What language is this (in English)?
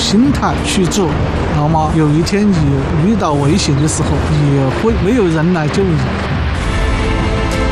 Chinese